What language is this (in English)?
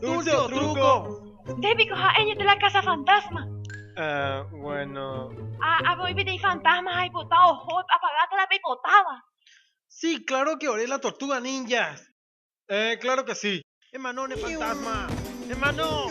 Guarani